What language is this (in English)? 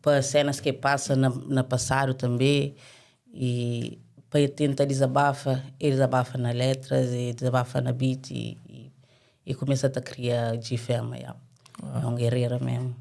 Kabuverdianu